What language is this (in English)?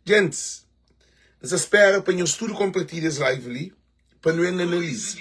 Kabuverdianu